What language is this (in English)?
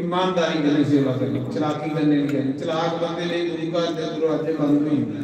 Dogri